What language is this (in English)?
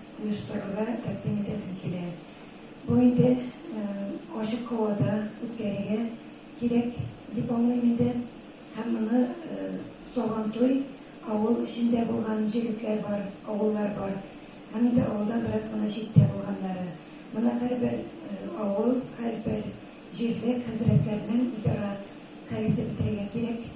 Tatar